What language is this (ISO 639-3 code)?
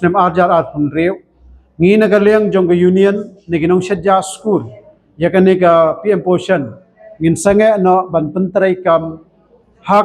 kha